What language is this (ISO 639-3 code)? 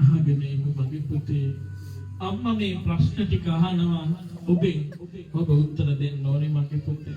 sin